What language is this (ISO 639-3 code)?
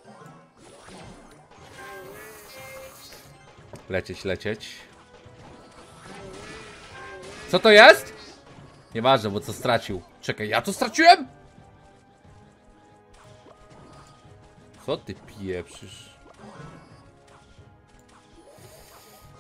pol